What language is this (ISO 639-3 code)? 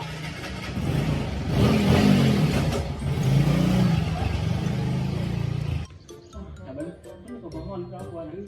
lao